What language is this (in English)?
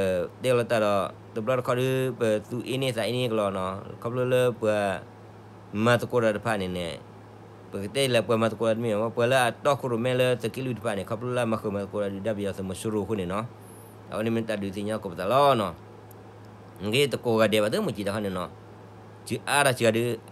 S'gaw Karen